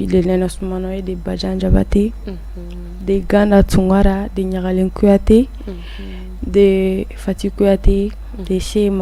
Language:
Bambara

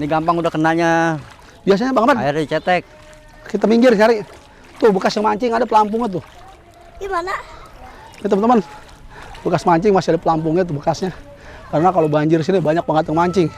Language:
Betawi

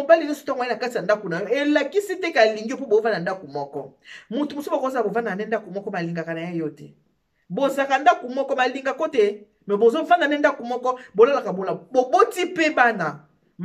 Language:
Lingala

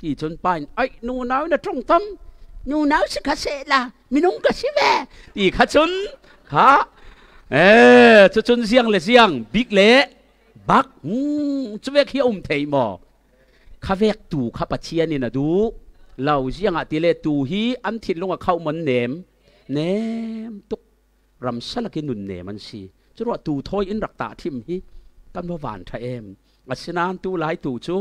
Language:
Falam Chin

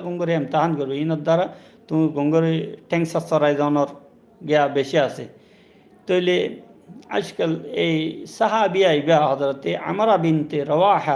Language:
Rohingya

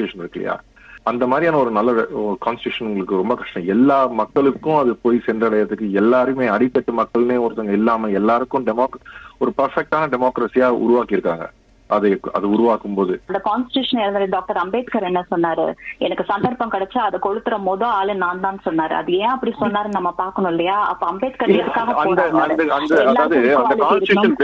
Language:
Tamil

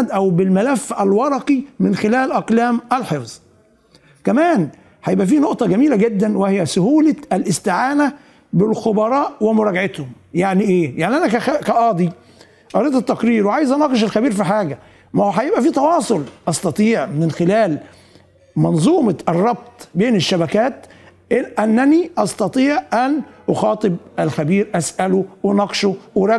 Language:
Egyptian Arabic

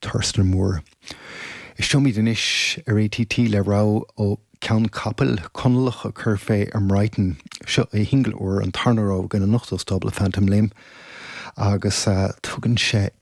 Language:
Irish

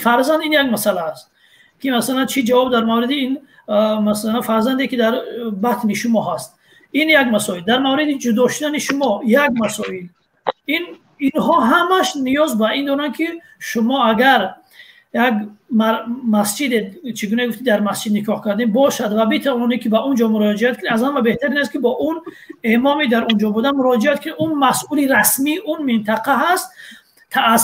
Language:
Tajik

